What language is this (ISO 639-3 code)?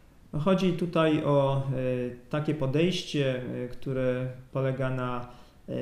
pol